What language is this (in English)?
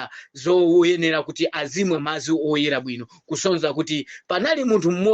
Nyanja